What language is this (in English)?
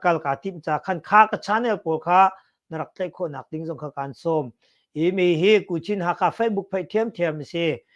Hakha Chin